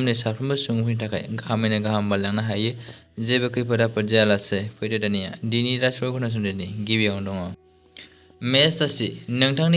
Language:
Bodo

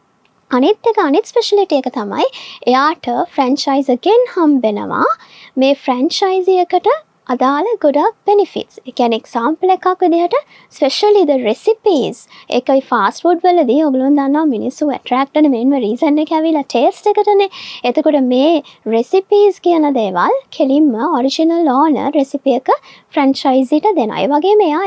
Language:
Sinhala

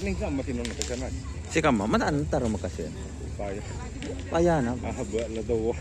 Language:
Madurese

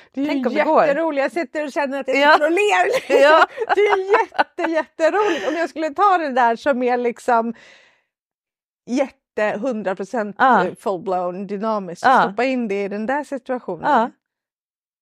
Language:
Swedish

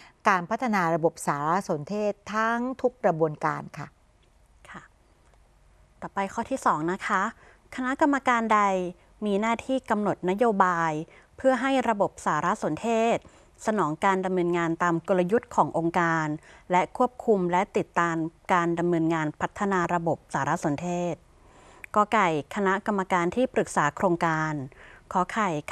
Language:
Thai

